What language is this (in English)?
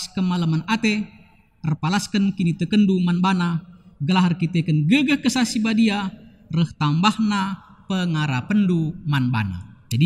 Batak Karo